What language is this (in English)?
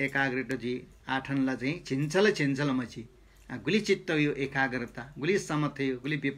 Newari